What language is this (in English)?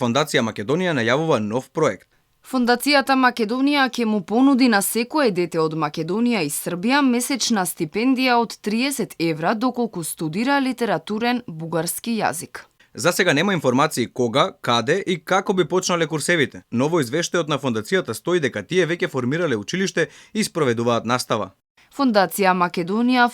Macedonian